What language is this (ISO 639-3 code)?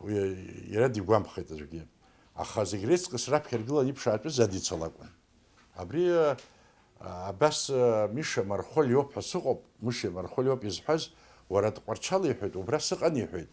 abk